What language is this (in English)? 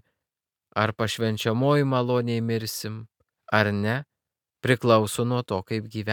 Lithuanian